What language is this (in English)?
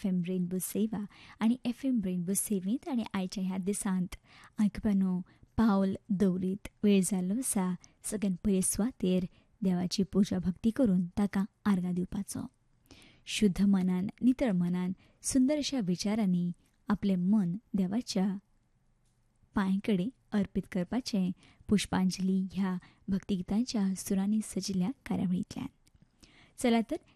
Konkani